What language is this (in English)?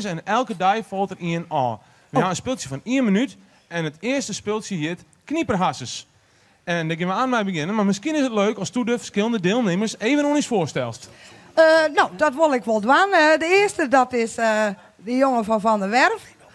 Western Frisian